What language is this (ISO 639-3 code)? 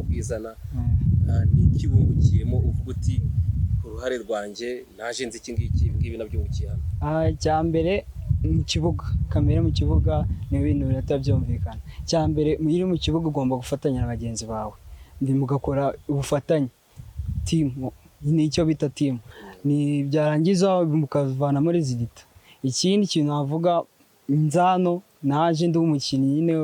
kin